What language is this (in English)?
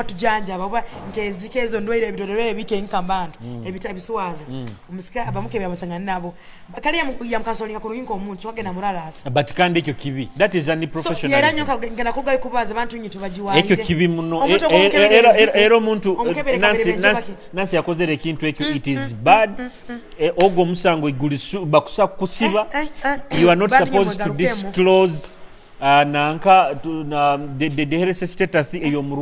Nyoro